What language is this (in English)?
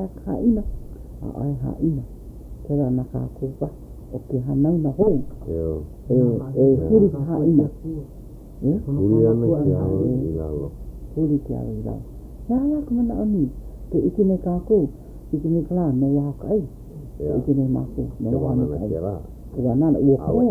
Hawaiian